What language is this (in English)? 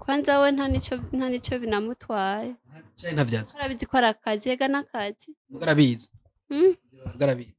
Rundi